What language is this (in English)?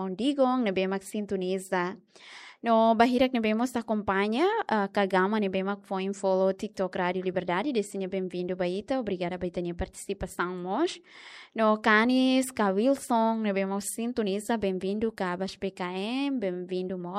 Tetum